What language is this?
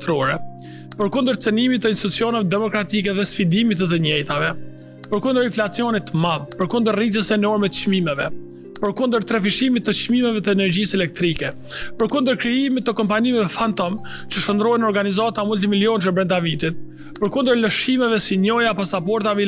Albanian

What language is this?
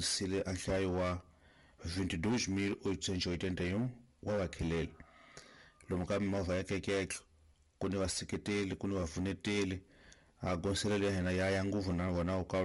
Tsonga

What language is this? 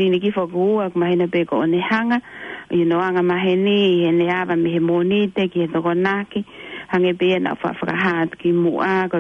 Tongan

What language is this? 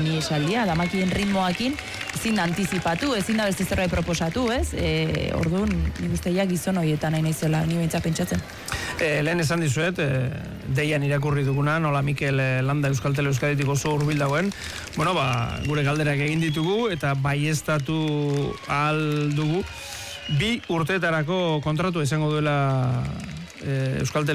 Basque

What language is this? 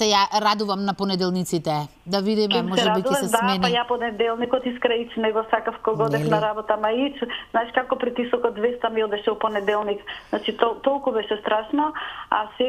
Macedonian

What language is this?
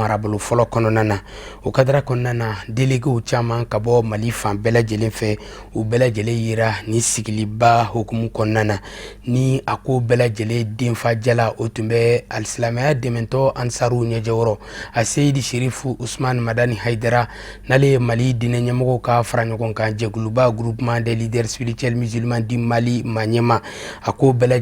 Bambara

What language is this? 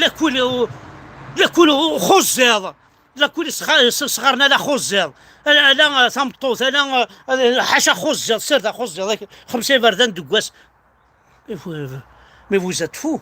Kabyle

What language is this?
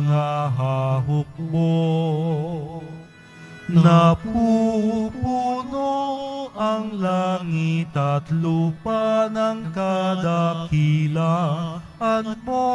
Filipino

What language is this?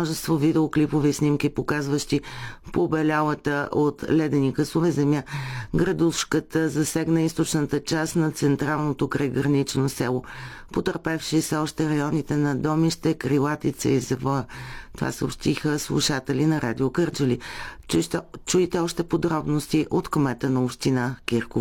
Bulgarian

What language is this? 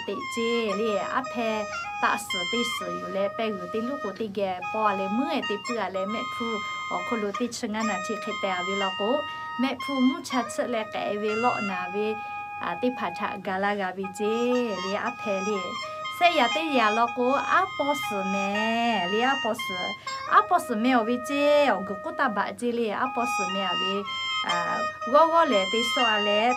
Lahu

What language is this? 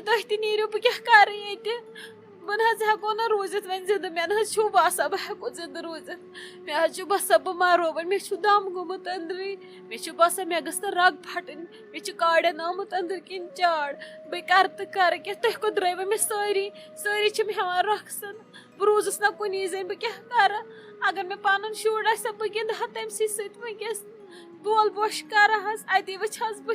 Kashmiri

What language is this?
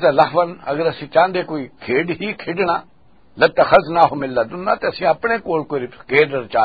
Western Panjabi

